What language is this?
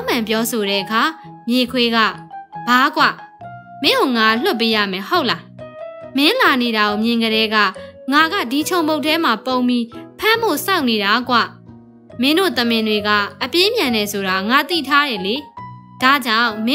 Burmese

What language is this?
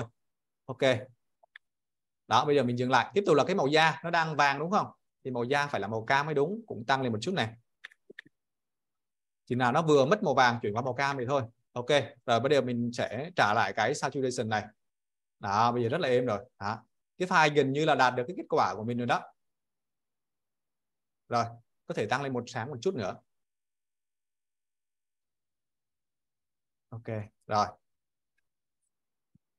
Vietnamese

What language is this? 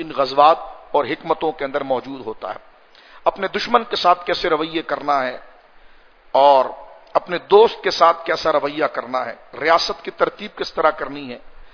Urdu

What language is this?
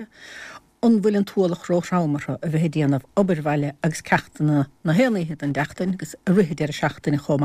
Irish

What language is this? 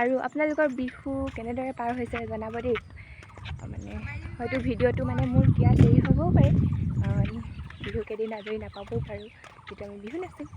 Assamese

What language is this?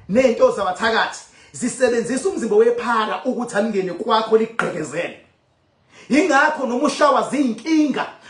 Zulu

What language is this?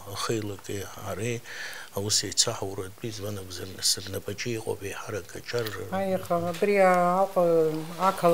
Abkhazian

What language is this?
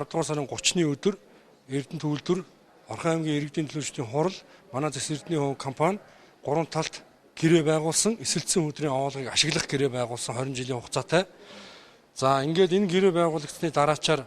Mongolian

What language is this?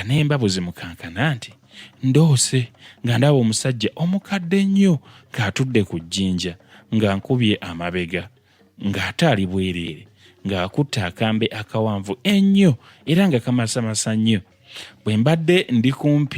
Ganda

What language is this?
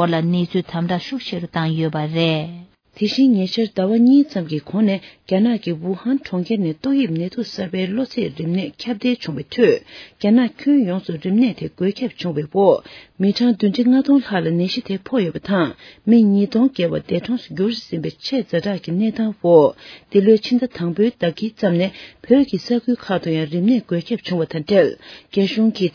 Tibetan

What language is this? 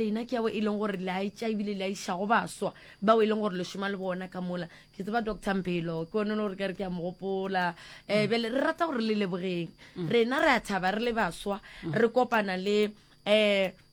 Northern Sotho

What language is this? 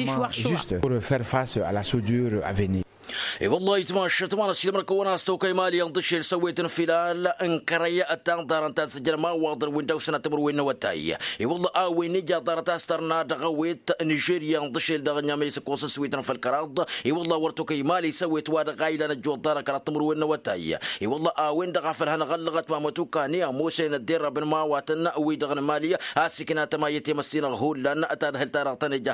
Tamasheq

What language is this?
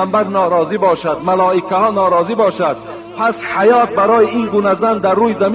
Tajik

